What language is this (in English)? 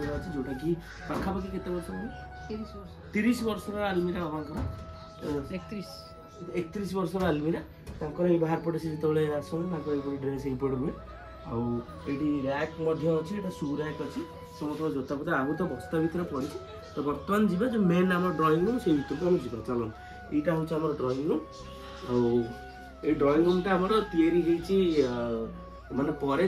Odia